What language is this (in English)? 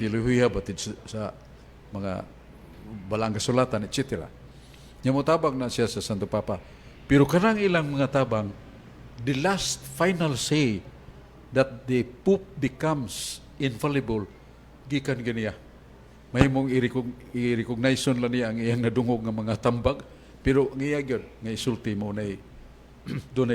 Cebuano